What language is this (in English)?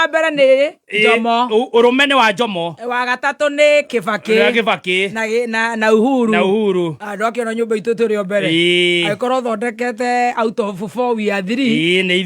Kikuyu